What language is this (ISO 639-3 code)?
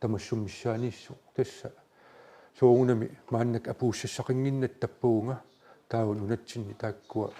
kal